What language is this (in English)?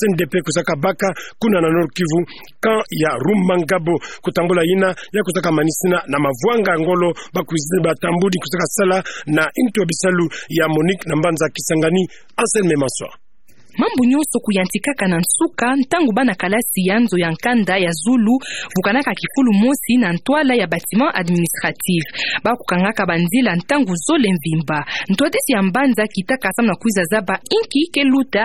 Kituba (Democratic Republic of Congo)